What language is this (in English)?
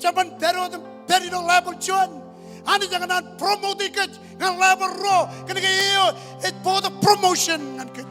Marshallese